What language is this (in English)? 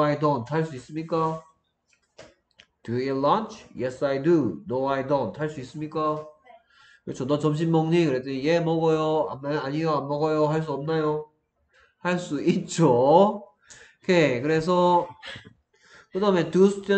Korean